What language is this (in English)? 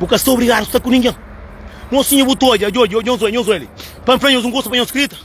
Kabuverdianu